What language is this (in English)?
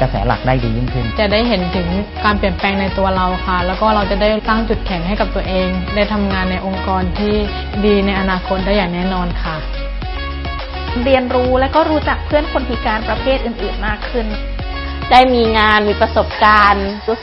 Thai